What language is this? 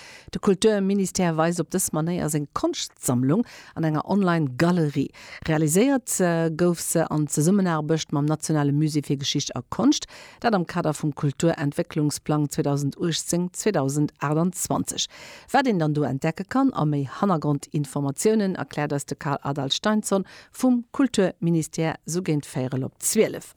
Luxembourgish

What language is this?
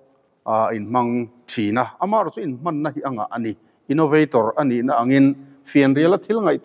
Mizo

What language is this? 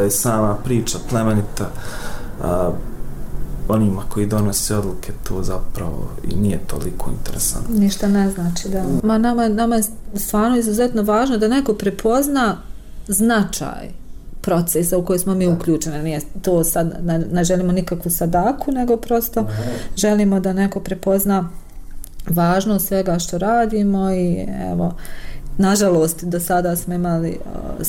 Bosnian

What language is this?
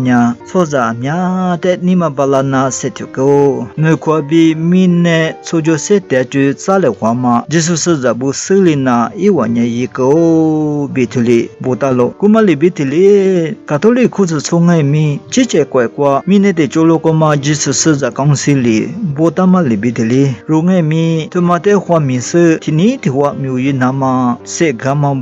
Lisu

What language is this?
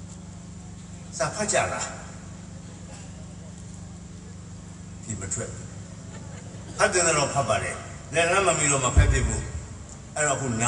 Burmese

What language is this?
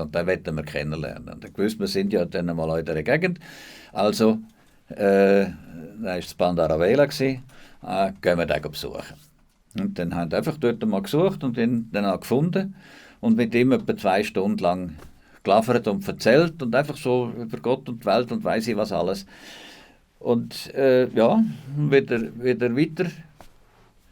Swiss German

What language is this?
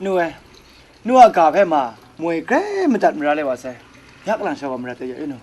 Kachin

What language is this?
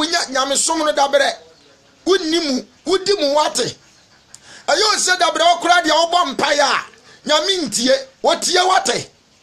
Akan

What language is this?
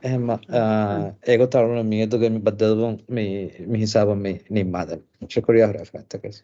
Divehi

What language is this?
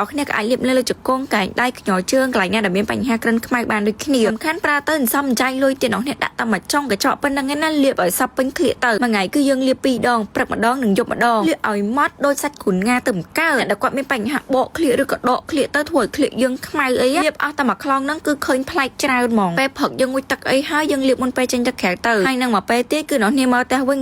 Khmer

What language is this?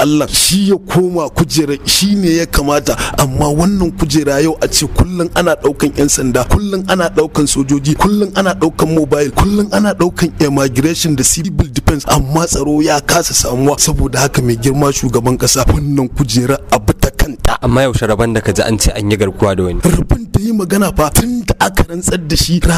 Hausa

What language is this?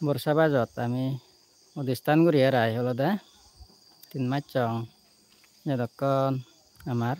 Chakma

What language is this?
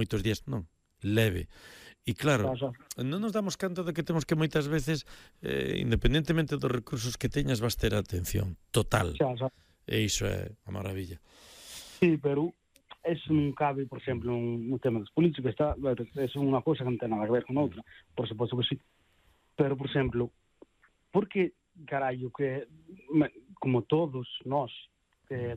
Galician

